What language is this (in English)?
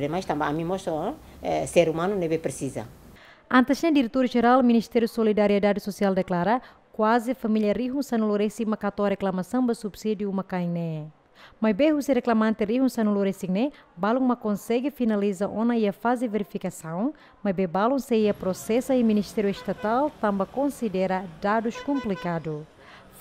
Tetum